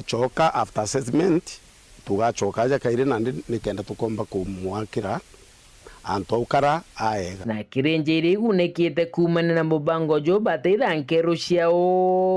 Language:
Meru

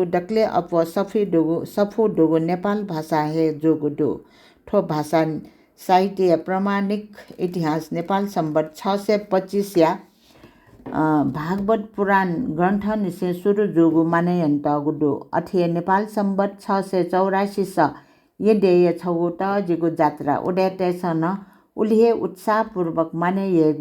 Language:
Newari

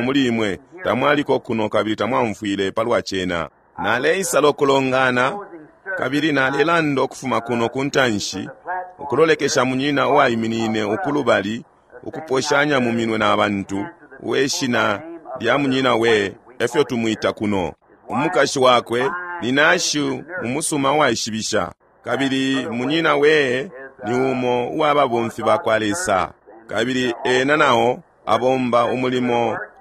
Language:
Bemba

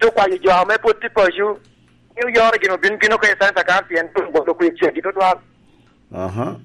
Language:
Lango (Uganda)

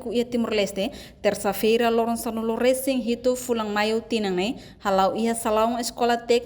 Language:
Tetum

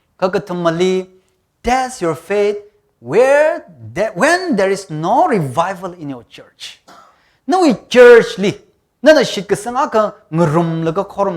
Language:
Tangkhul Naga (India)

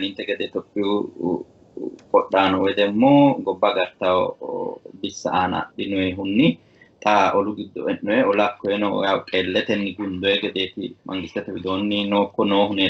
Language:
Sidamo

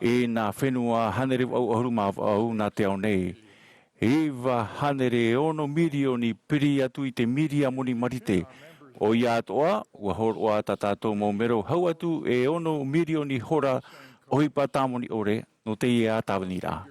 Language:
Tahitian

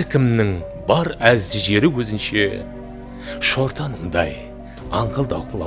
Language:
Kara-Kalpak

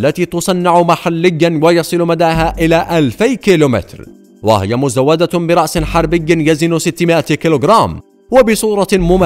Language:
Arabic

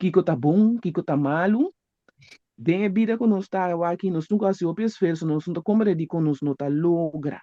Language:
Papiamento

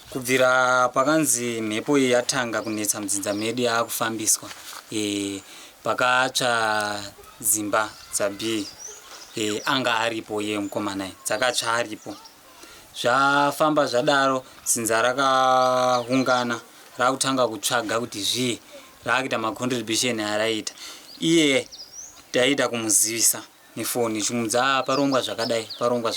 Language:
Shona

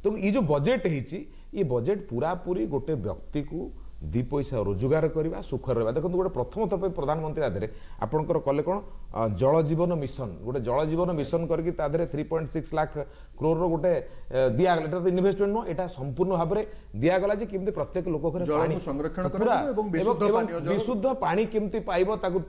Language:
Odia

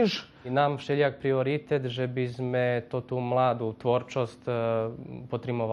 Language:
Rusyn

